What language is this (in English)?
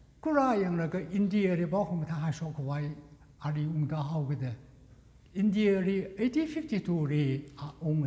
Tangkhul Naga (India)